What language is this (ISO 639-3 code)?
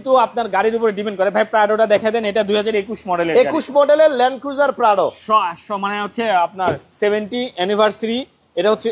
ben